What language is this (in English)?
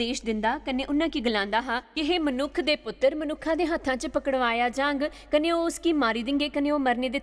Dogri